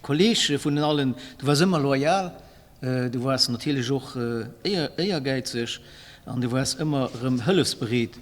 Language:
Luxembourgish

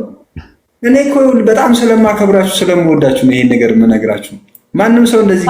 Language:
Amharic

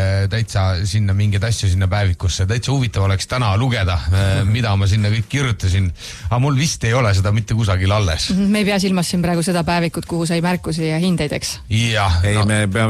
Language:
Estonian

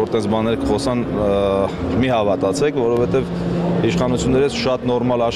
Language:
Armenian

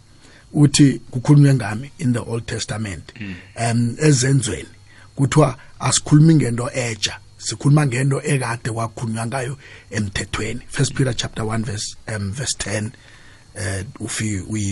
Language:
South Ndebele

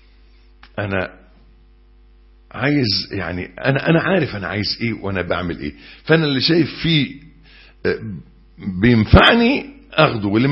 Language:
Egyptian Arabic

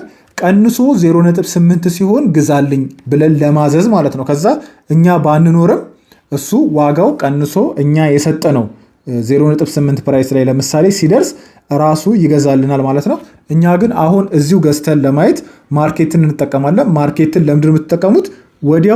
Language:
Amharic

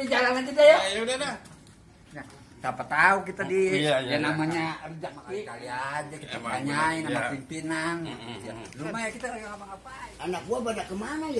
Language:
Betawi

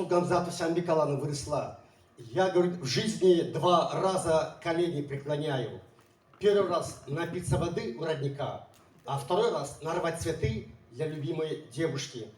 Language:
Chuvash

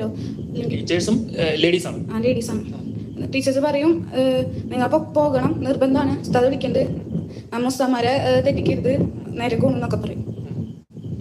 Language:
Malayalam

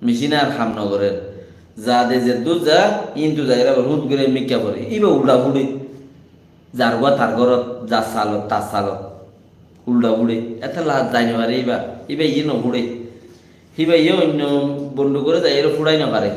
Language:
Rohingya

